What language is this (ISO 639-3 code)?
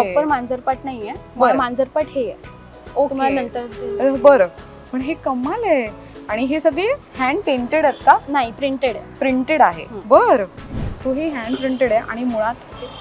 mar